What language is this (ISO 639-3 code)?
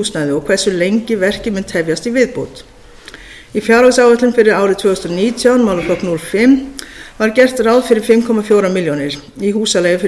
isl